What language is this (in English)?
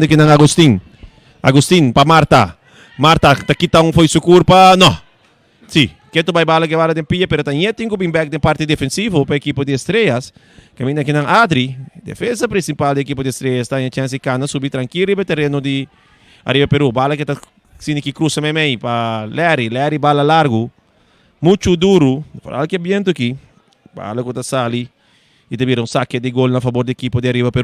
Papiamento